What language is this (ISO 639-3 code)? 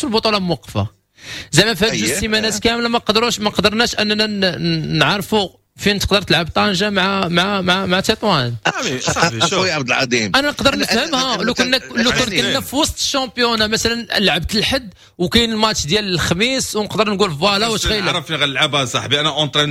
ary